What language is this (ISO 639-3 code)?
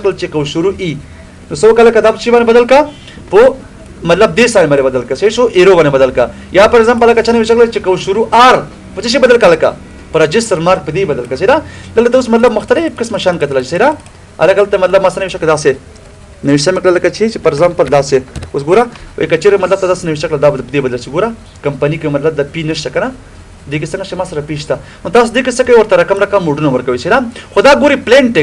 pus